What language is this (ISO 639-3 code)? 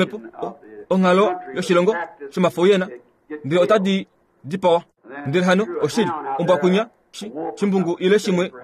kua